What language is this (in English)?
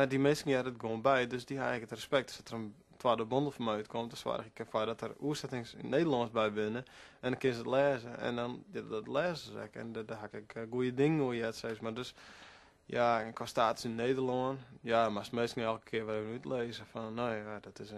Western Frisian